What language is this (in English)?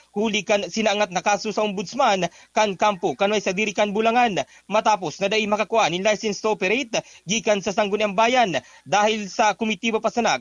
Bikol